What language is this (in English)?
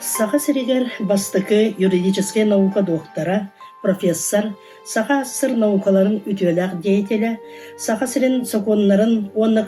Yakut